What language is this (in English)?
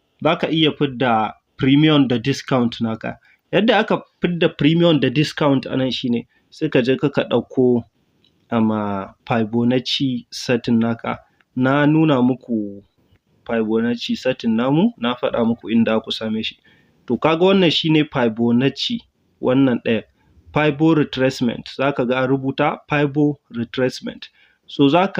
Hausa